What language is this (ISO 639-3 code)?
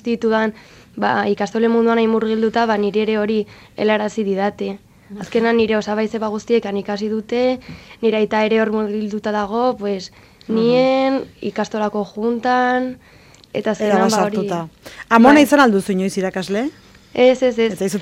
eus